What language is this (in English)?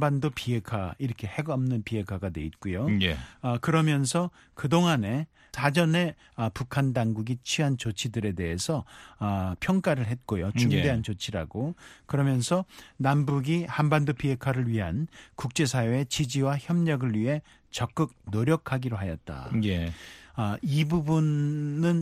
Korean